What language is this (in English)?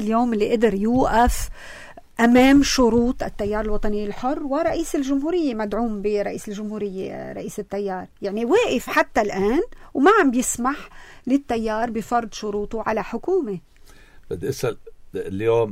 North Levantine Arabic